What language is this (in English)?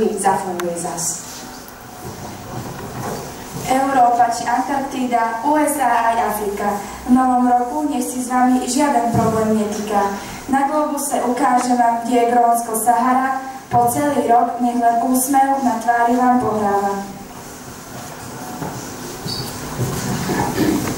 Slovak